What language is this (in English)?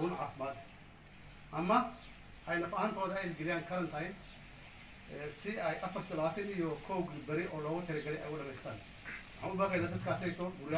Somali